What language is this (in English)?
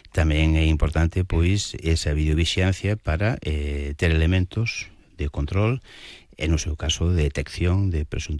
Galician